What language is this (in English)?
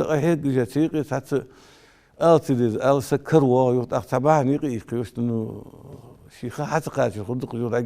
Ingush